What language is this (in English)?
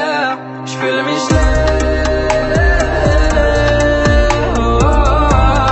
German